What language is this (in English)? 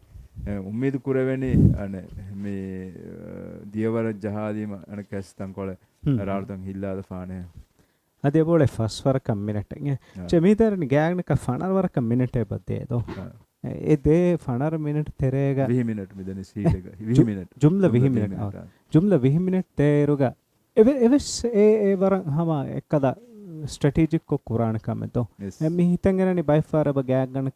Divehi